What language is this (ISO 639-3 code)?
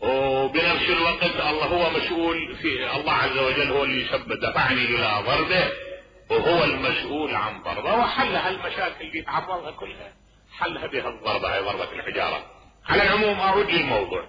acm